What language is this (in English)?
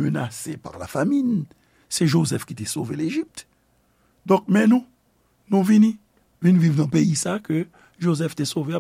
Haitian Creole